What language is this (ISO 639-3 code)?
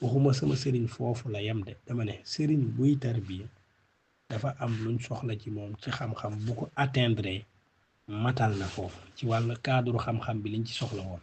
wol